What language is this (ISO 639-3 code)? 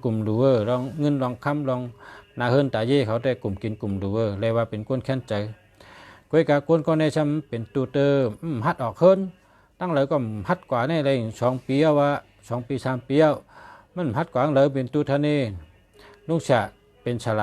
shn